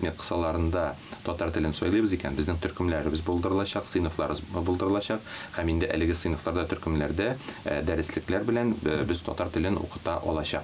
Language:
Tatar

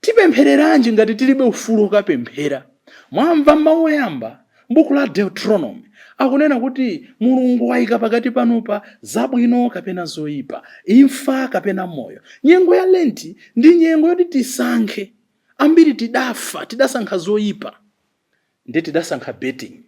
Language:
Nyanja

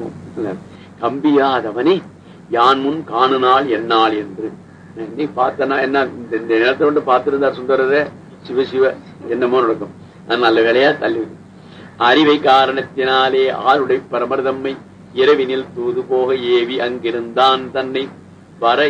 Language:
Tamil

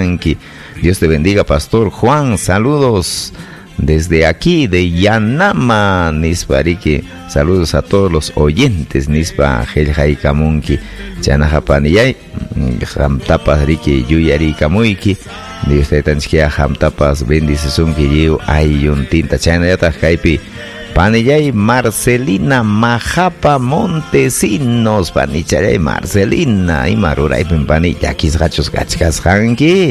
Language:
Ayacucho Quechua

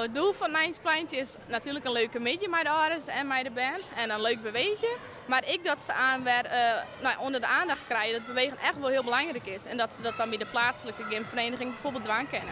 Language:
Western Frisian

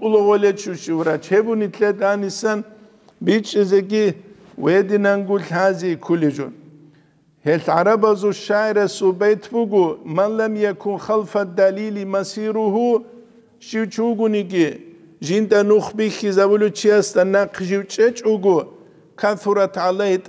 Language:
Avaric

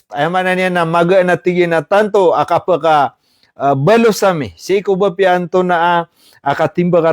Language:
Maranao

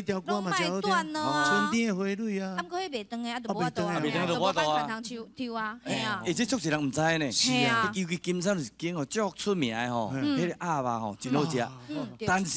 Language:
Min Nan Chinese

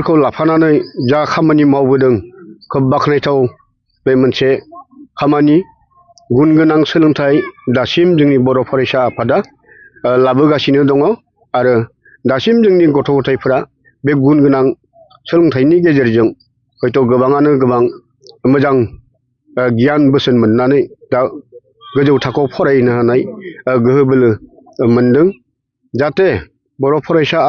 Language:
Bodo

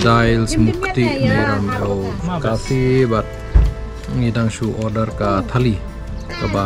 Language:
Khasi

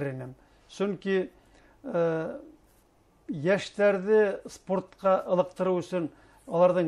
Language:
Bashkir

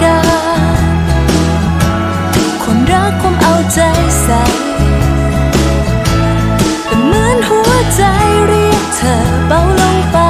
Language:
Thai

